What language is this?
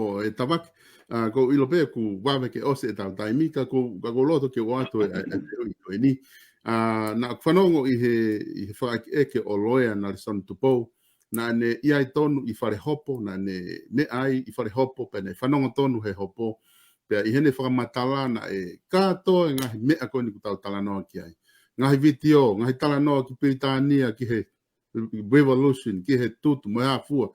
Tongan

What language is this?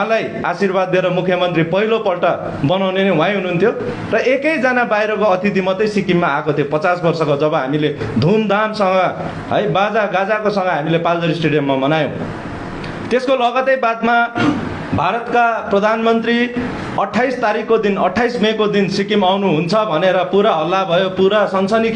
Nepali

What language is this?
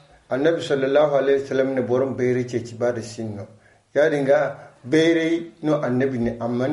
Zarma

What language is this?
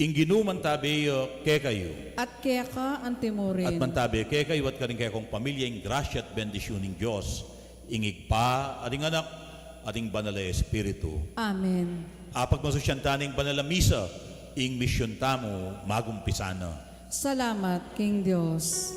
Pampanga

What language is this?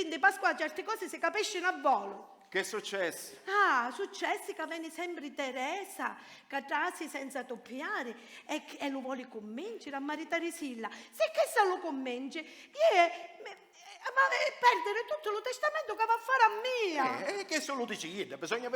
Sicilian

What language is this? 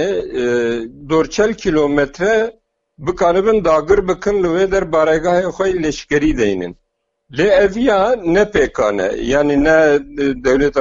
Kurdish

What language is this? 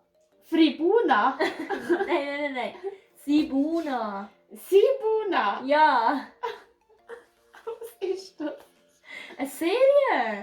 Swiss German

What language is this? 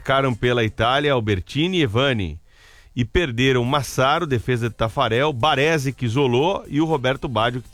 Portuguese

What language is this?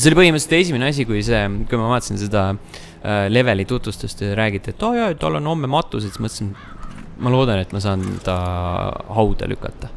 Estonian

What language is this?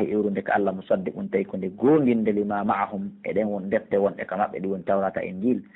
Pular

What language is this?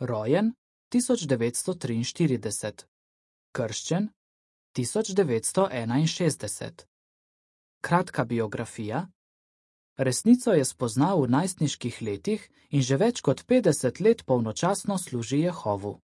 Slovenian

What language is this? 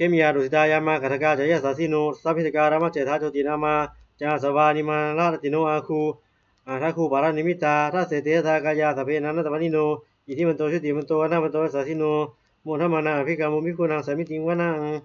Pali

